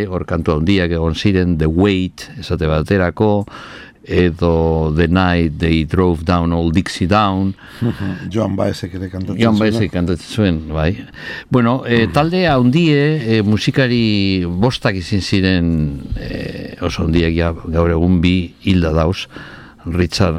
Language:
Basque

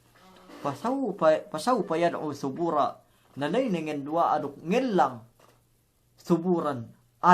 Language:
Yakan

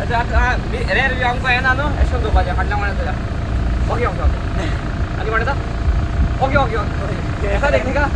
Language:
Konkani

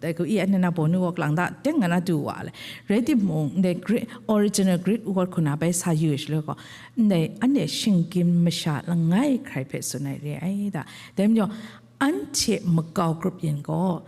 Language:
Kachin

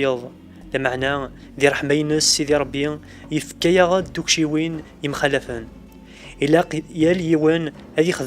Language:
Kabyle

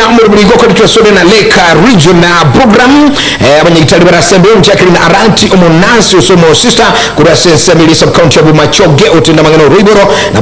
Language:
Gusii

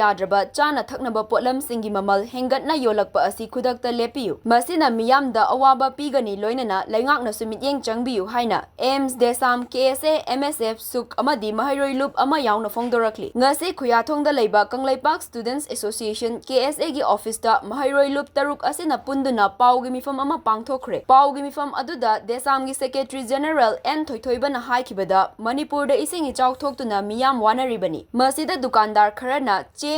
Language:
Manipuri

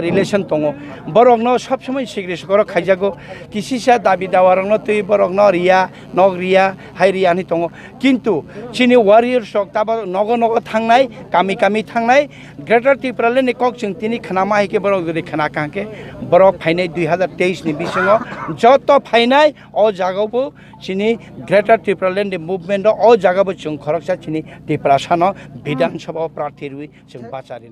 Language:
Kok Borok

